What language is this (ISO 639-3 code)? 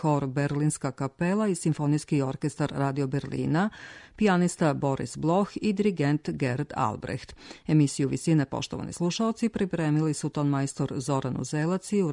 srp